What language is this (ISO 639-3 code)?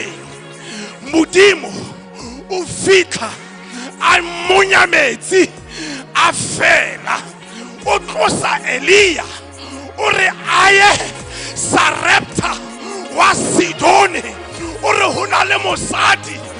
sot